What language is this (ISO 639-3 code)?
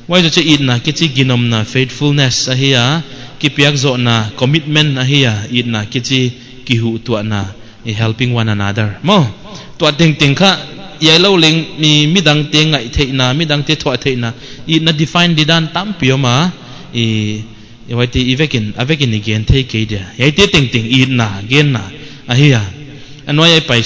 pck